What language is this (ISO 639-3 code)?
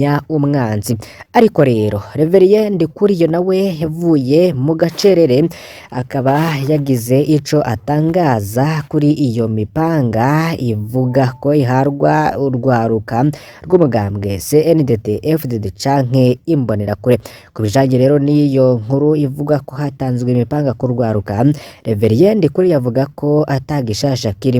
run